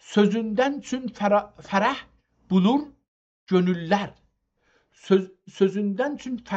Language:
South Azerbaijani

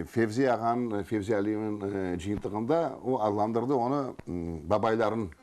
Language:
Crimean Tatar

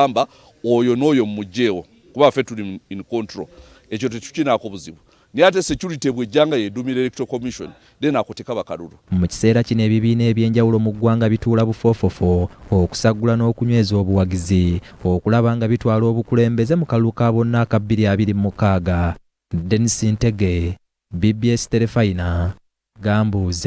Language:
Ganda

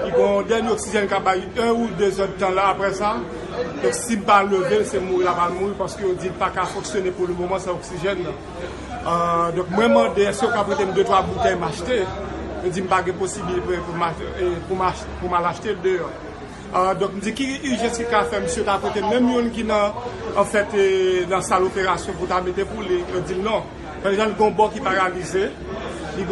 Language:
Haitian Creole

